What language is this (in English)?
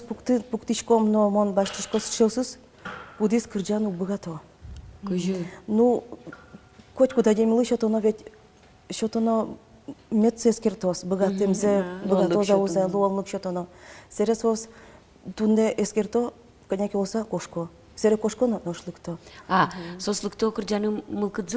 Udmurt